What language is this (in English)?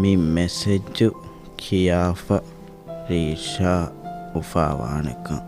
Divehi